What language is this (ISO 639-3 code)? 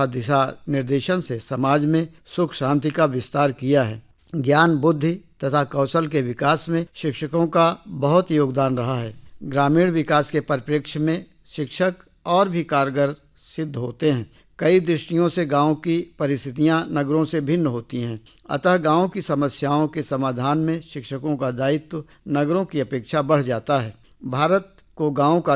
hin